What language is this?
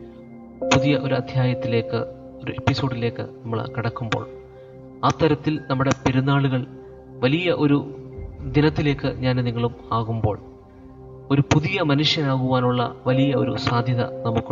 Malayalam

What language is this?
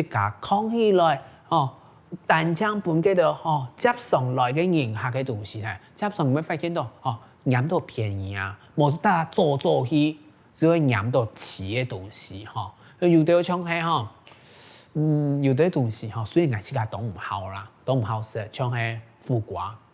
Hakka Chinese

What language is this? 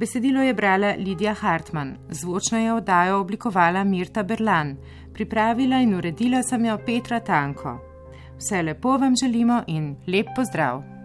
Slovenian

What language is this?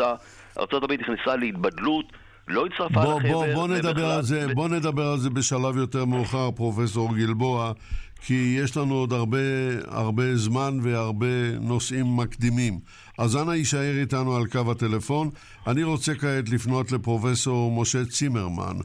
Hebrew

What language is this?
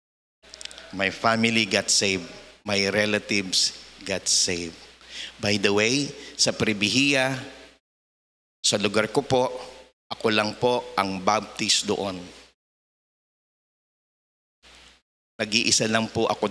Filipino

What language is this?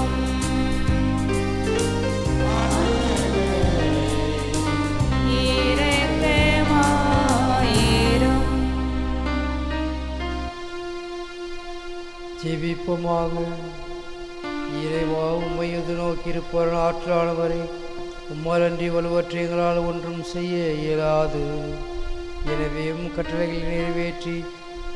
Tamil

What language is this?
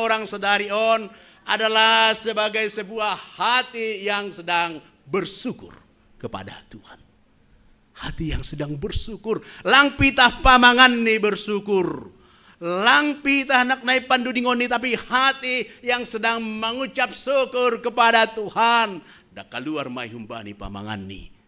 Batak Simalungun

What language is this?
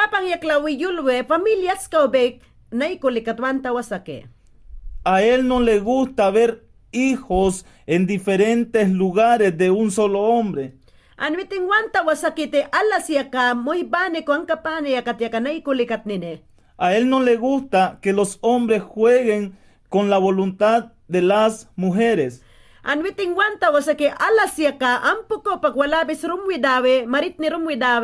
Mayangna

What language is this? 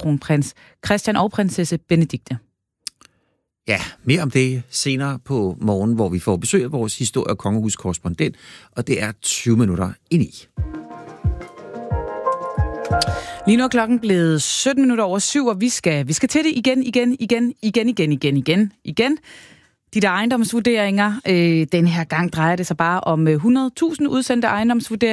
Danish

